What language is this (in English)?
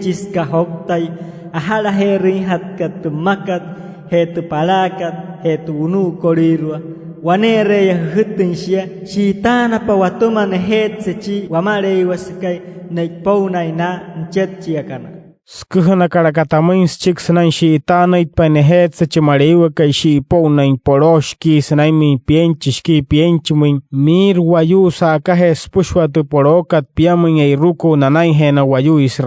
Wayuu